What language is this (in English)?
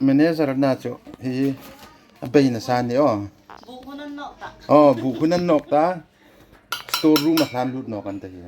Hmar